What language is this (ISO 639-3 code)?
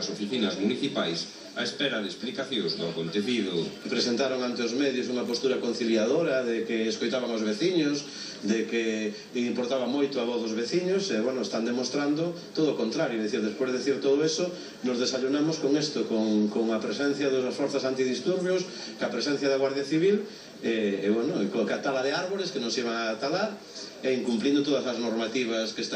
glg